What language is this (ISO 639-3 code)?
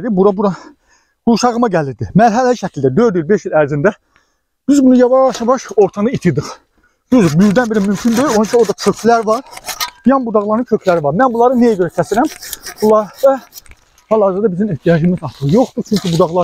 aze